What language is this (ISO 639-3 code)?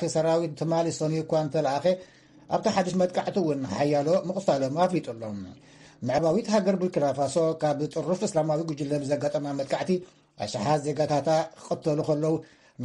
tir